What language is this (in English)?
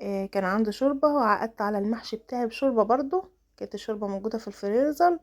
Egyptian Arabic